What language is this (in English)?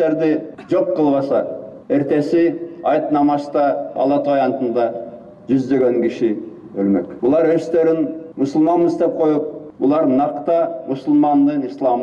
Kyrgyz